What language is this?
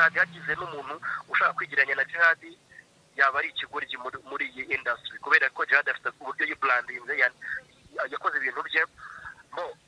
Kinyarwanda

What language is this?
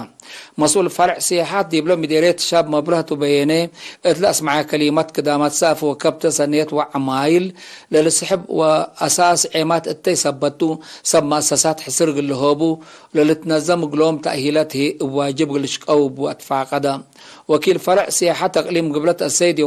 Tigre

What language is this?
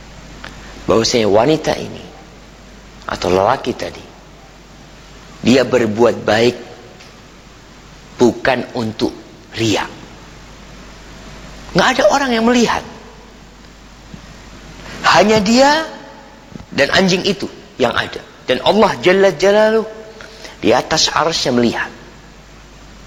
Indonesian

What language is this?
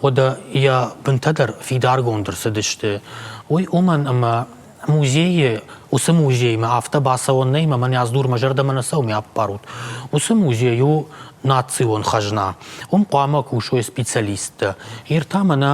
Ossetic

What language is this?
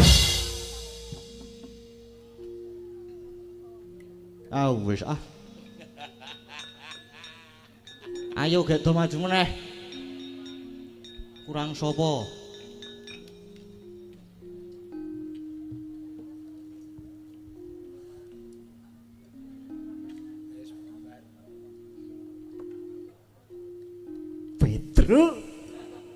Javanese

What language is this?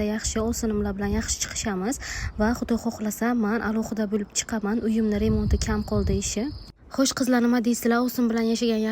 Uzbek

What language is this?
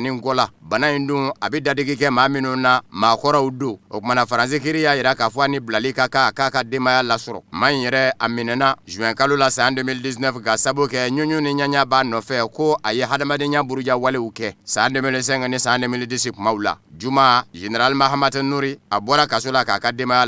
Bambara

